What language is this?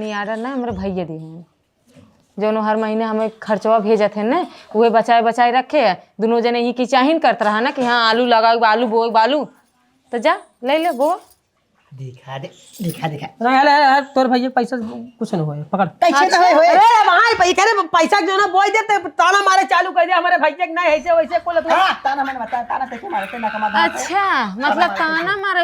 Awadhi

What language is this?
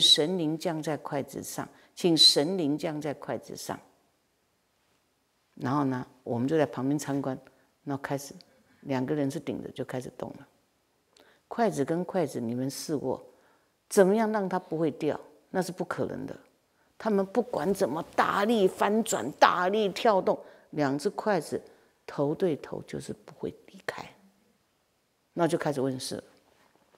Chinese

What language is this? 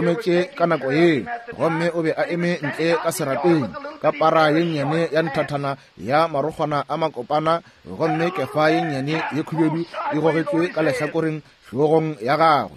Northern Sotho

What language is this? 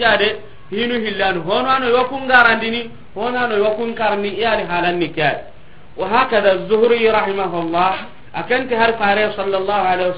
Soninke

